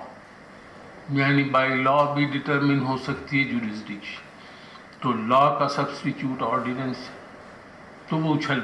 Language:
Urdu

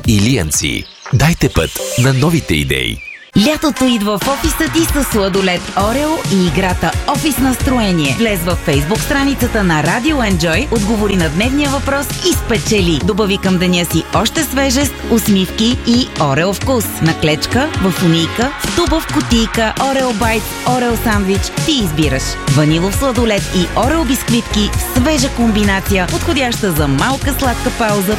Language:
Bulgarian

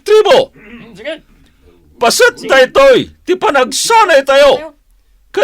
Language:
Iloko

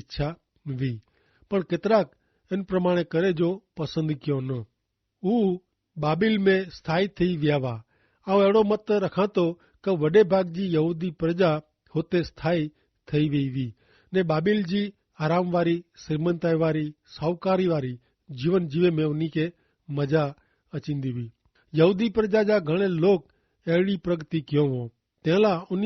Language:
Kachhi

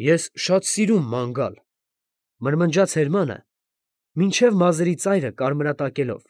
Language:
Armenian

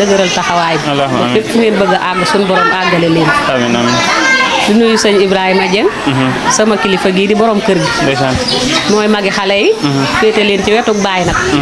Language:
Wolof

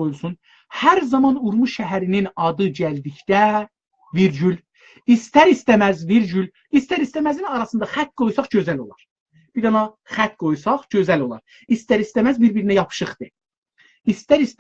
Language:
South Azerbaijani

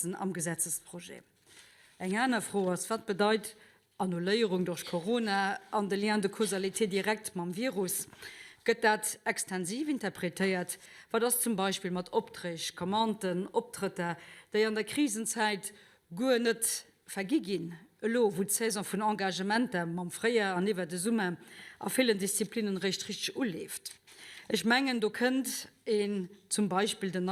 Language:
Luxembourgish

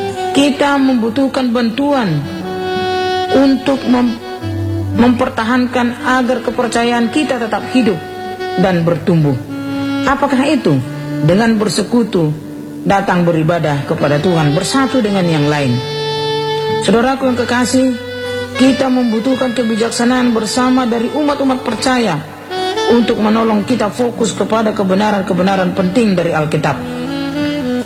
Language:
Indonesian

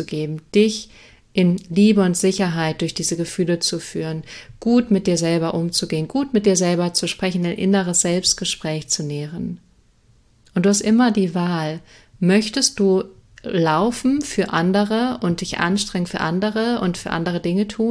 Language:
German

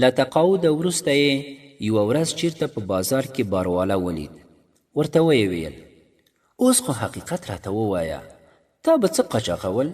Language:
Pashto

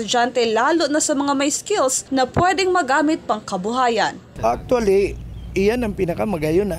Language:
Bikol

